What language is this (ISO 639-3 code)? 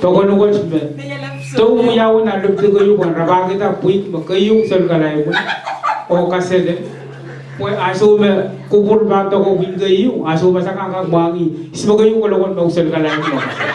pon